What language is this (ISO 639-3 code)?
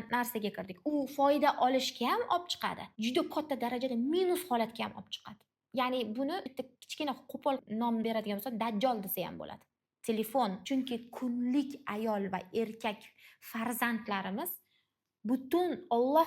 uzb